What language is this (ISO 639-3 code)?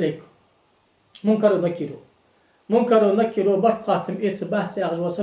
inh